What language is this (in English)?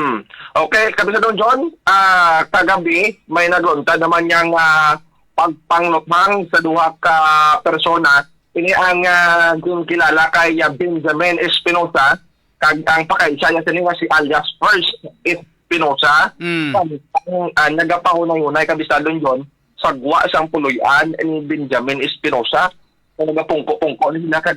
Hiligaynon